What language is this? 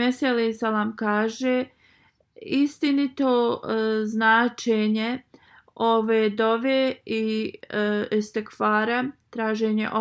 Bosnian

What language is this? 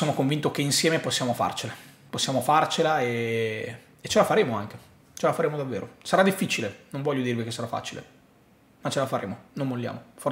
Italian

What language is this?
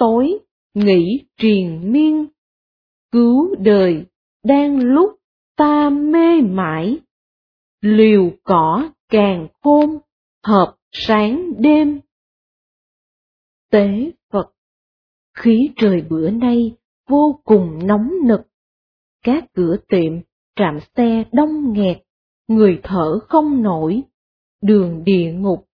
Vietnamese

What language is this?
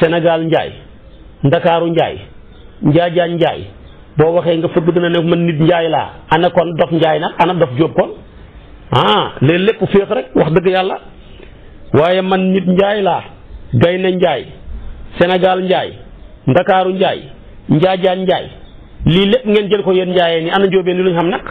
Wolof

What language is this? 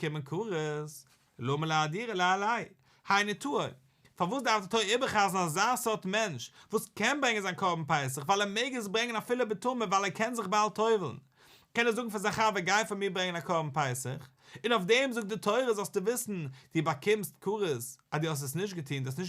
Yiddish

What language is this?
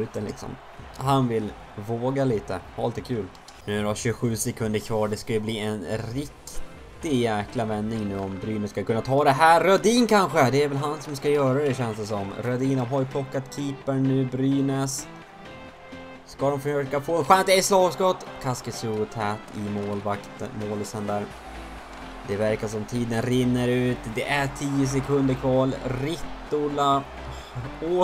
Swedish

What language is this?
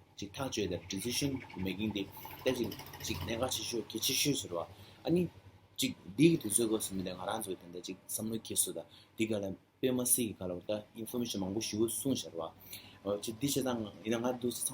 Tibetan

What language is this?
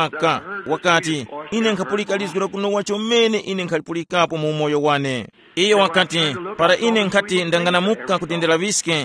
Tumbuka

